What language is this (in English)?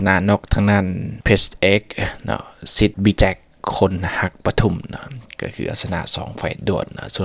Lao